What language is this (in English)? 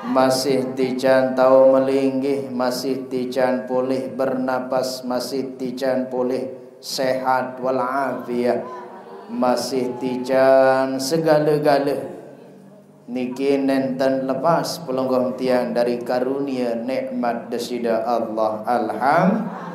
Sasak